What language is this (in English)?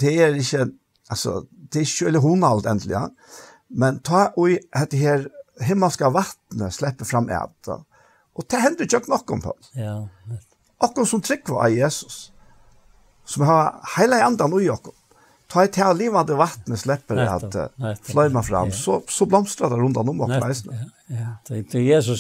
Faroese